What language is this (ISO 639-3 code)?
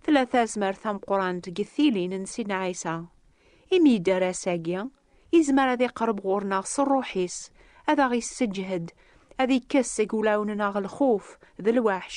kab